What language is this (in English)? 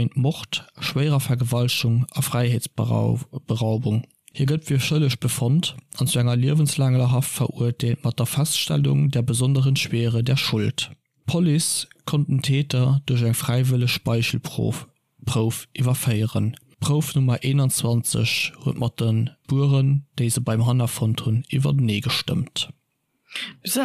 Luxembourgish